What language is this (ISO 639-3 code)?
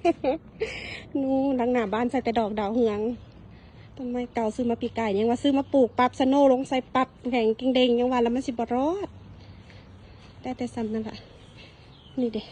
lao